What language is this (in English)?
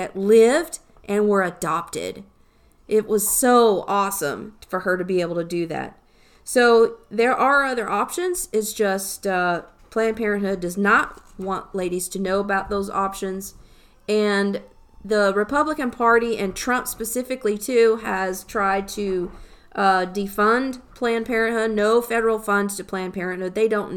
English